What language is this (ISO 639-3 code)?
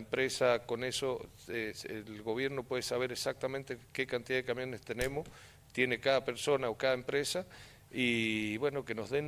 spa